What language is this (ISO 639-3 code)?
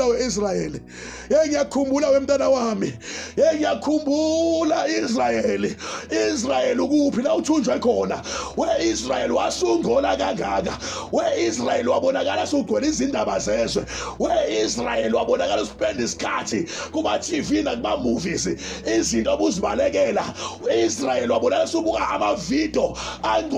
zul